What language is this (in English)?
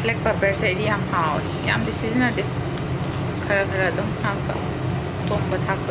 Manipuri